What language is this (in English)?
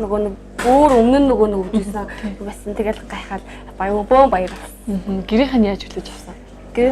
Mongolian